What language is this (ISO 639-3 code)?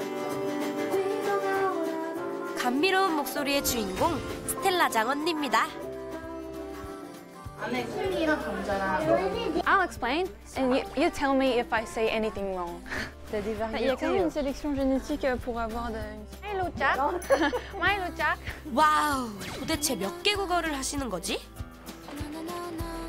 kor